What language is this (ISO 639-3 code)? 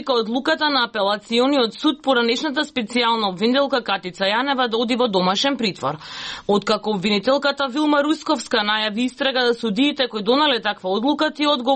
mkd